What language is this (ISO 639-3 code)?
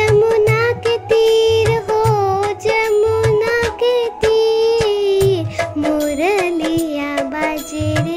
bho